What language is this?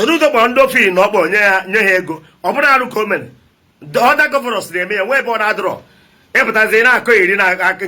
Igbo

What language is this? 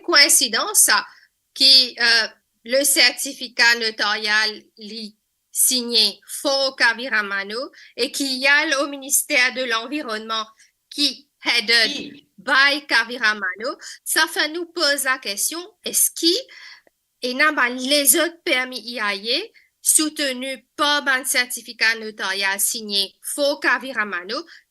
Morisyen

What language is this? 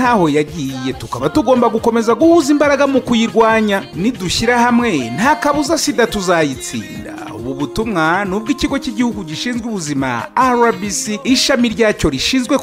Kinyarwanda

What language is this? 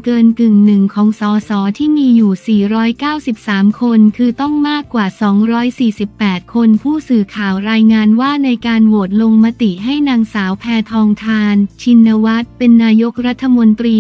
Thai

